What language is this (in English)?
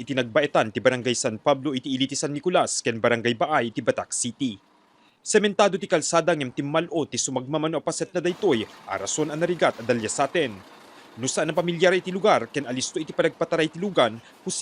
Iloko